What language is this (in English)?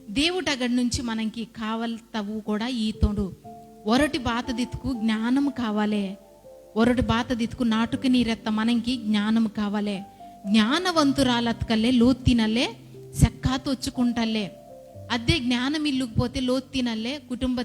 Koya